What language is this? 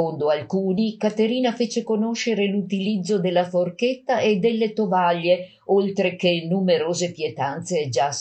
Italian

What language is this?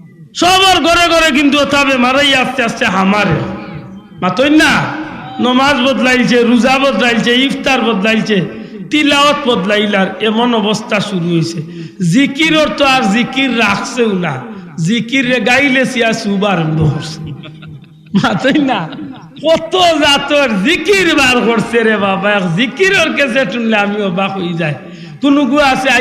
Sylheti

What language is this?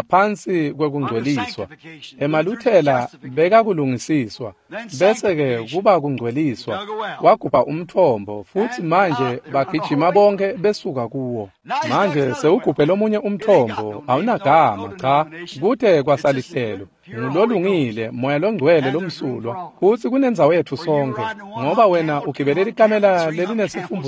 Swati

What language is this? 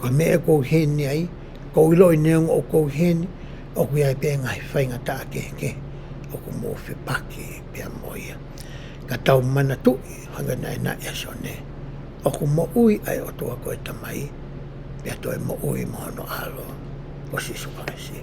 Tongan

